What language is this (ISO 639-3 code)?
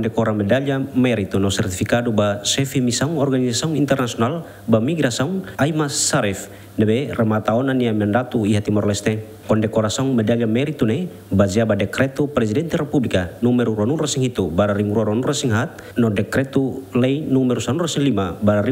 tet